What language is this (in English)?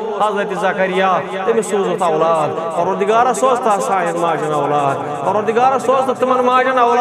Kashmiri